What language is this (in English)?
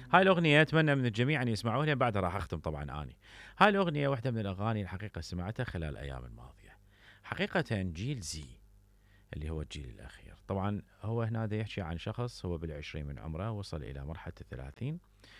Mesopotamian Arabic